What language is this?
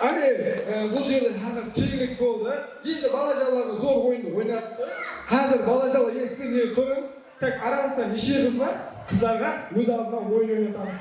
Kara-Kalpak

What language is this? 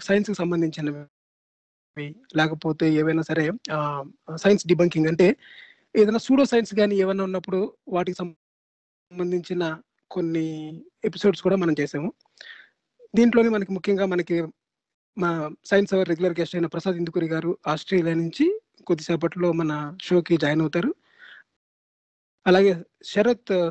Telugu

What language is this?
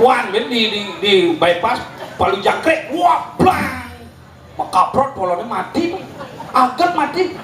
Balinese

